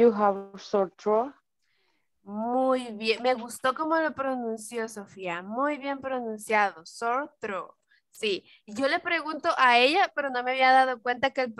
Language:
Spanish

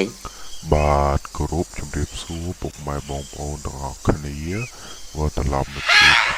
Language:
Khmer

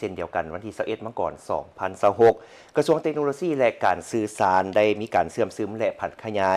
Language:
Lao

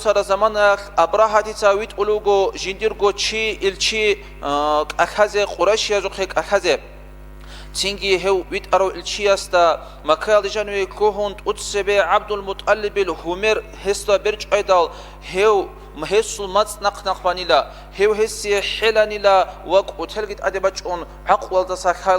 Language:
Avaric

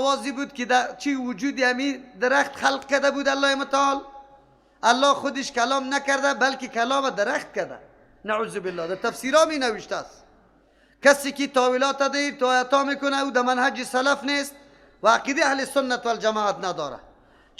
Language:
Persian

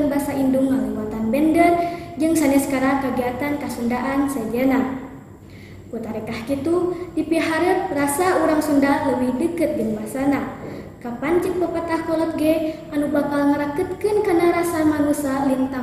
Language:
Sundanese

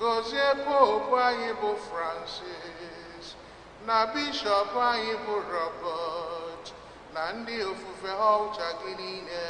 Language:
Igbo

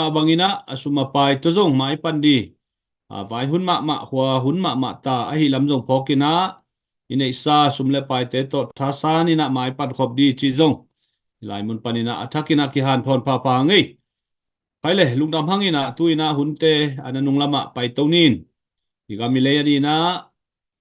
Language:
Tedim Chin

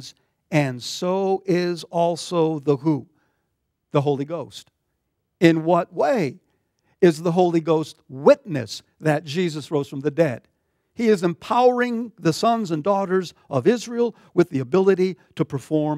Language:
English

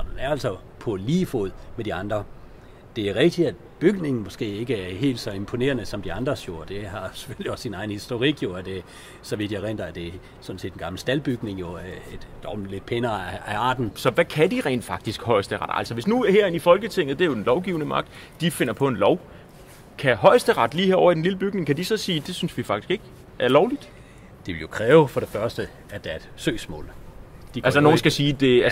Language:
Danish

